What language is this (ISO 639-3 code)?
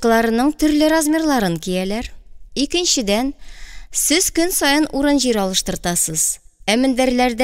tat